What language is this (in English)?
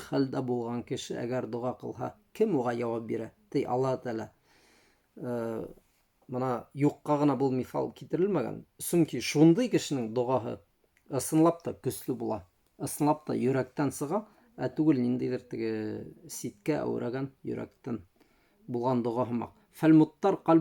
Bashkir